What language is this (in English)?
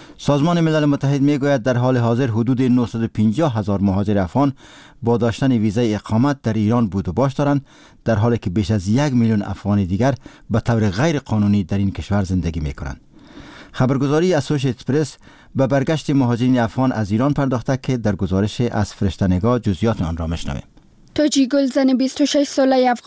Persian